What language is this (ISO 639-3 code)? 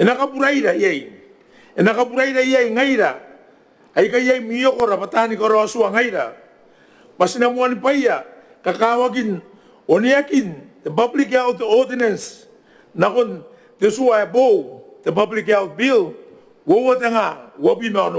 gil